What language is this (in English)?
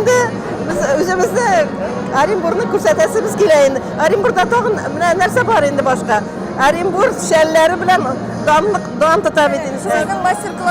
Tatar